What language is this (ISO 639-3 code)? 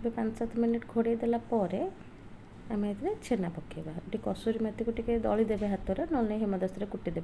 ori